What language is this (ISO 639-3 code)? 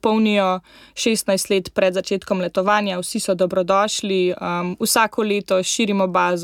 slv